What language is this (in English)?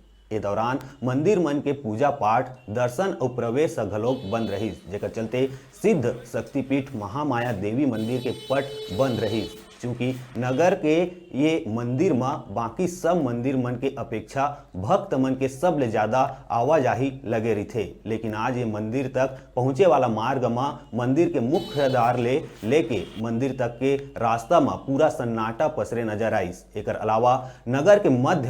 Chhattisgarhi